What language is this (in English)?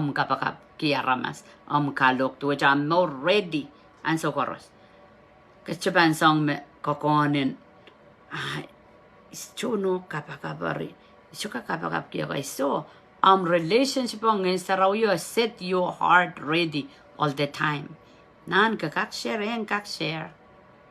Pohnpeian